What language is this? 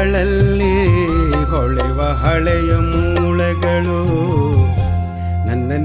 Kannada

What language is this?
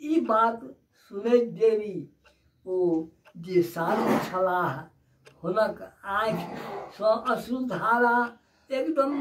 Maithili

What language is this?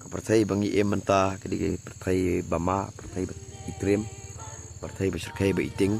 Khasi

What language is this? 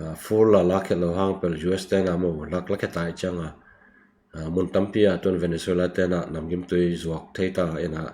Tedim Chin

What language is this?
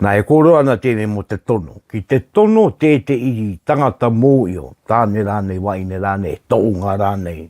Māori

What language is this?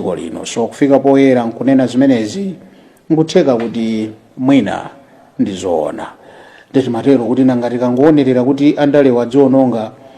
Nyanja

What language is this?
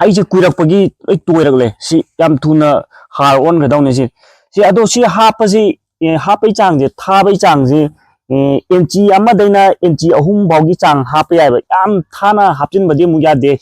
Manipuri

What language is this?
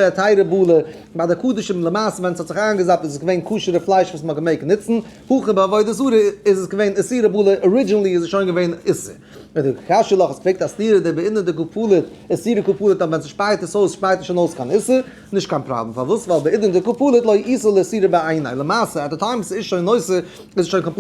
Yiddish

